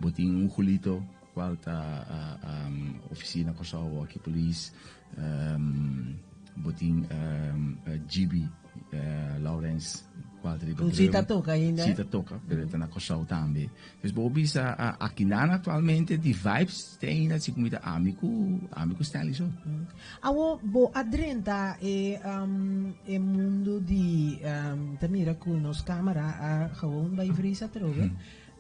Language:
Papiamento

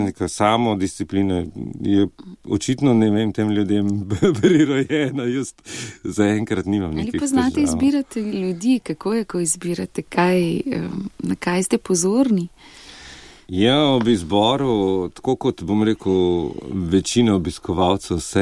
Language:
Slovenian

